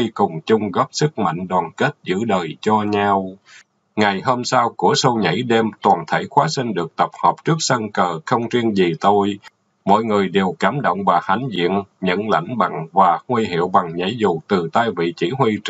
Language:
Vietnamese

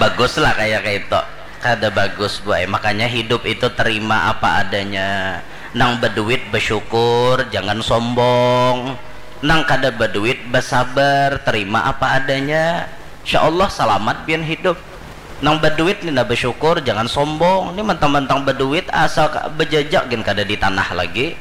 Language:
Banjar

